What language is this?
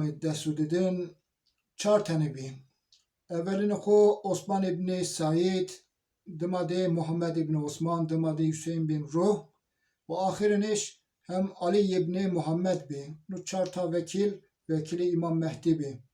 Zaza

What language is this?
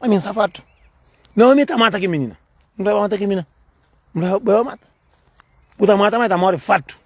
Kabuverdianu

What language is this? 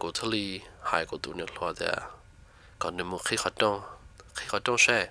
Hmong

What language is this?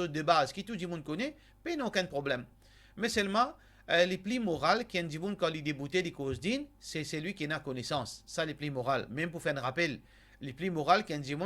Morisyen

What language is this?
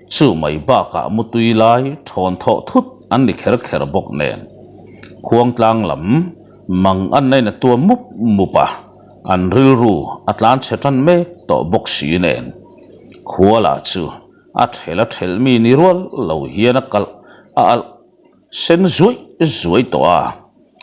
Mizo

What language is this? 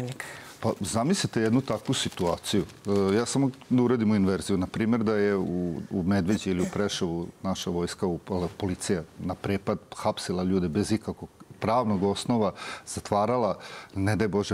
Serbian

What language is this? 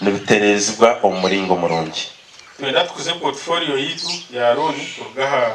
Nyankole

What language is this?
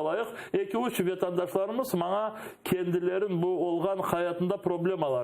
Crimean Tatar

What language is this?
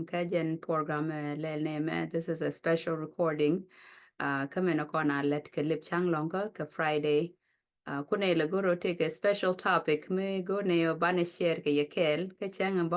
Nuer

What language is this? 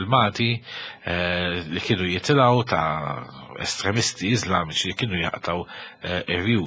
Maltese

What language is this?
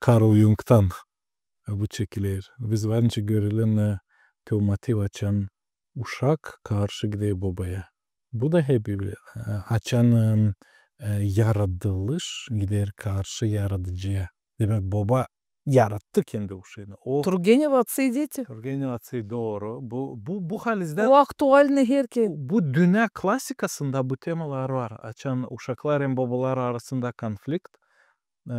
Gagauz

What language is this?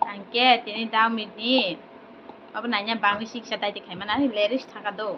Kok Borok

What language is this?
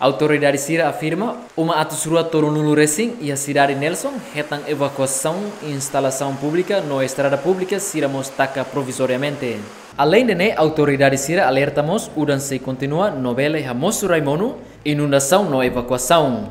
Tetum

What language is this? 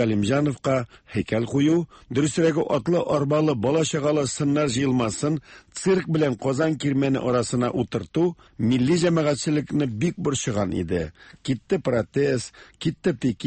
Tatar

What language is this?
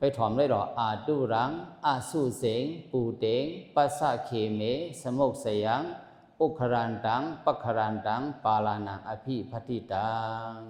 Shan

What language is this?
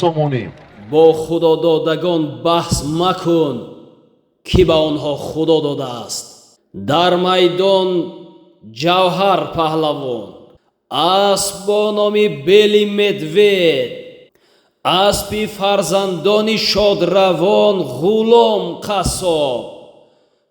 Tajik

